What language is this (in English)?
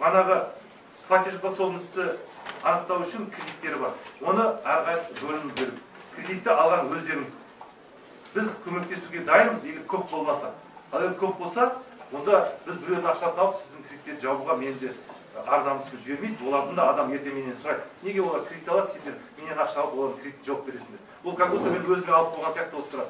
Kazakh